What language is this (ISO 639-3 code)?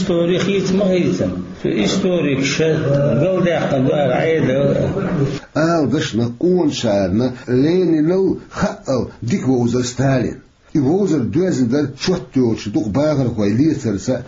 che